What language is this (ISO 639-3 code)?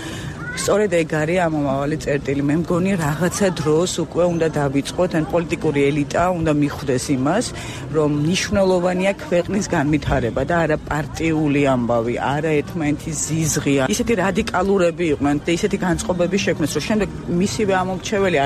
kat